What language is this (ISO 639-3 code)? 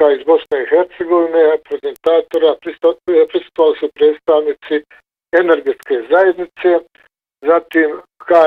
bos